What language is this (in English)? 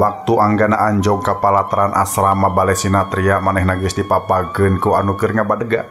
Sundanese